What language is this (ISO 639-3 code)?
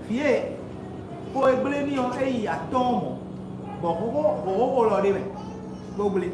fon